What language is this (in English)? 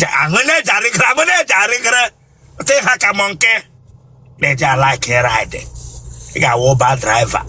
Igbo